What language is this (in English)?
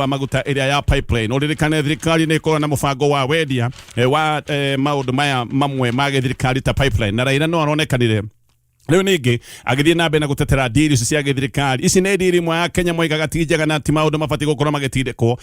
Kikuyu